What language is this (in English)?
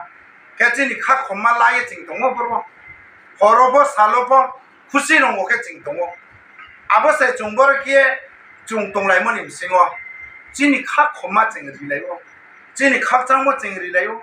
Riang (India)